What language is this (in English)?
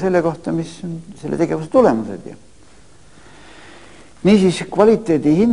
Estonian